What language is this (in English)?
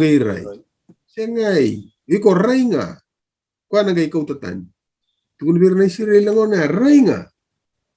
Fijian